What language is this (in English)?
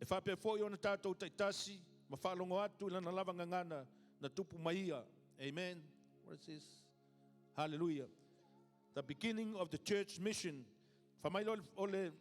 Samoan